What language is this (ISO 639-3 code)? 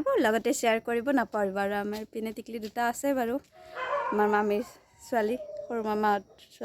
asm